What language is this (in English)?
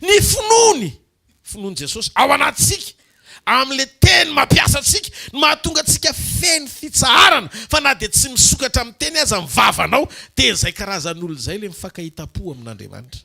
Malagasy